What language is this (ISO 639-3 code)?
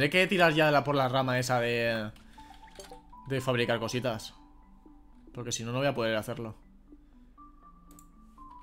spa